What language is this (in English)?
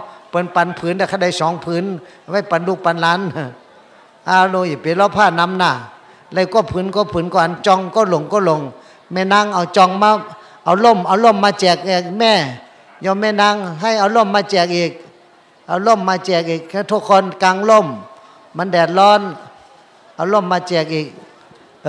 Shan